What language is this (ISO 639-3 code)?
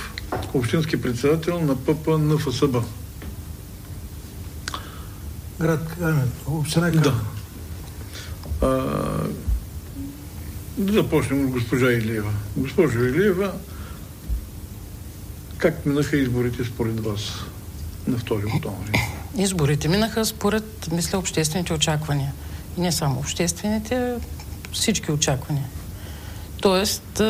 bul